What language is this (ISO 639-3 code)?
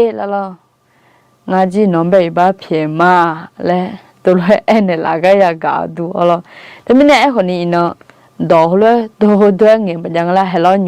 ahk